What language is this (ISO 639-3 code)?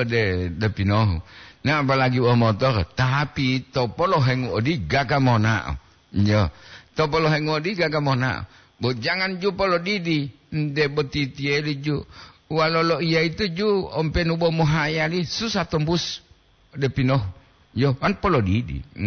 gor